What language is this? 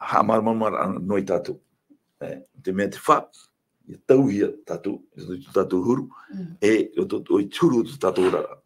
Tahitian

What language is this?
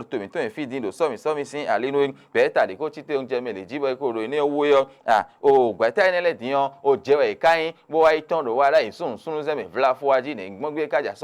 Fon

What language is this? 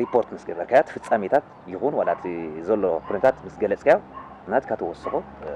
Tigrinya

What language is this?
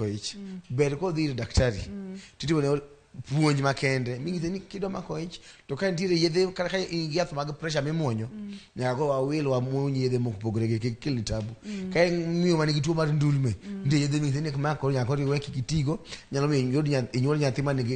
Luo (Kenya and Tanzania)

